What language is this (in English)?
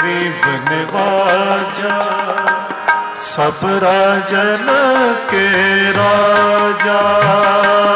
Hindi